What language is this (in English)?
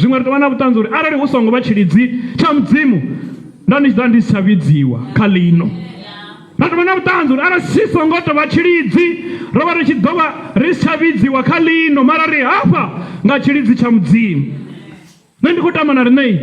Venda